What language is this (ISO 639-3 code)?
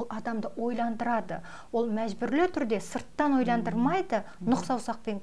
kaz